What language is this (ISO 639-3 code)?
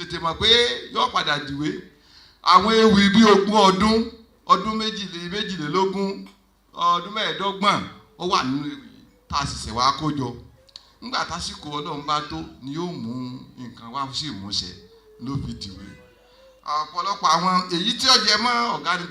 yor